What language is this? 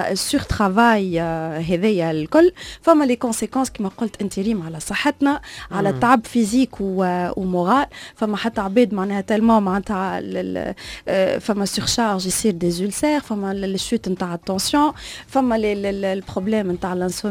Tunisian Arabic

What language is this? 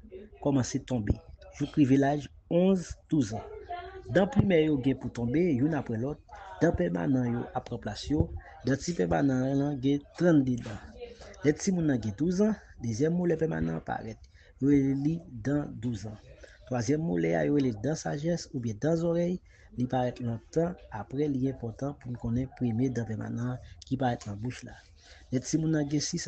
Haitian Creole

